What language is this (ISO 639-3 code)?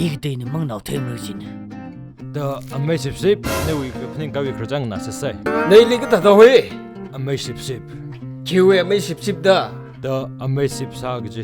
nmf